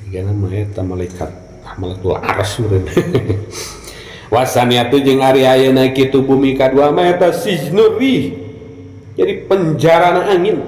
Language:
Sundanese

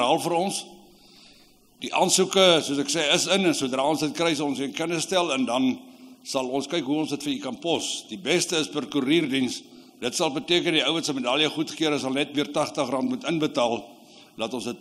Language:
Afrikaans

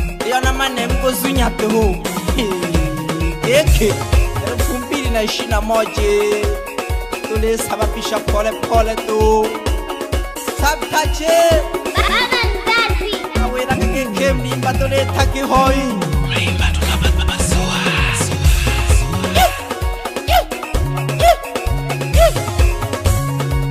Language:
Swahili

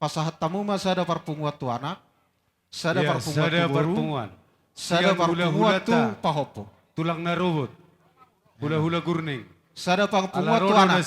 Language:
Batak Toba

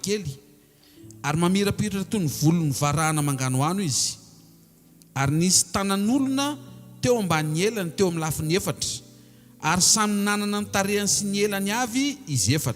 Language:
Malagasy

